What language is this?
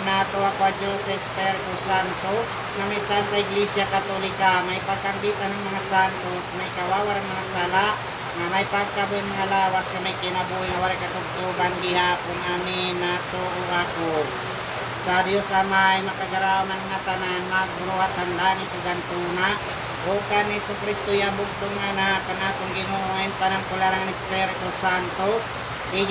Waray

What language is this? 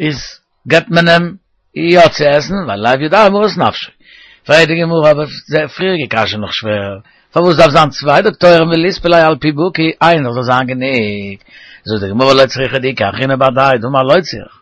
Yiddish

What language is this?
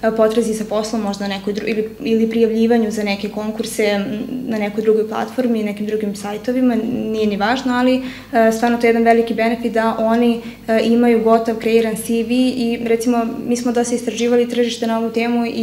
Serbian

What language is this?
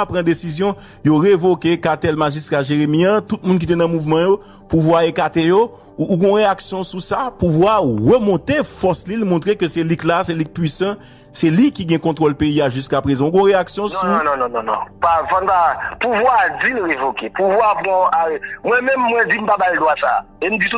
Haitian Creole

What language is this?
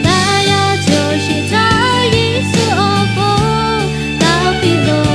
Lahu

